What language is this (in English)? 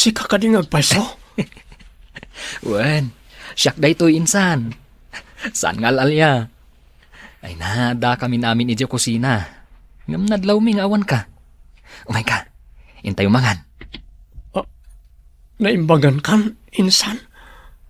Iloko